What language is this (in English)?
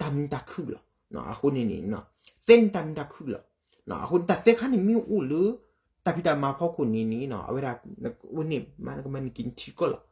S'gaw Karen